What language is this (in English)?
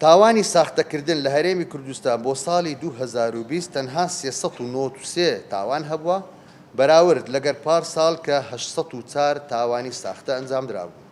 Central Kurdish